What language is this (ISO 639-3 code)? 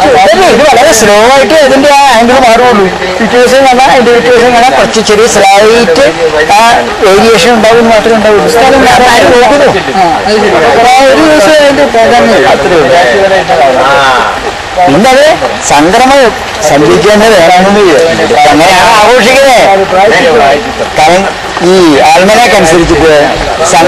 mal